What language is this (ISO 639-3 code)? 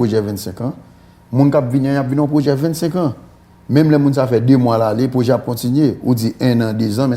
hat